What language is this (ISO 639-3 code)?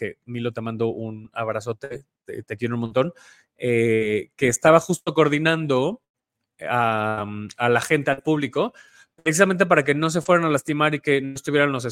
spa